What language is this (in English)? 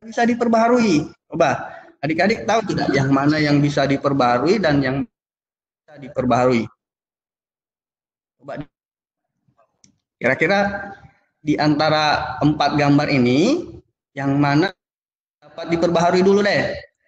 Indonesian